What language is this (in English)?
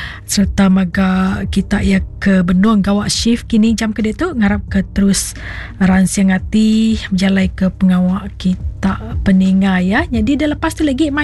Iban